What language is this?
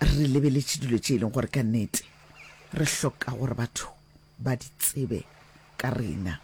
Northern Sotho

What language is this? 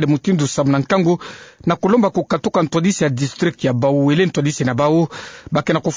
Kituba (Democratic Republic of Congo)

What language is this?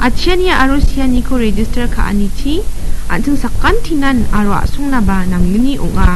Garo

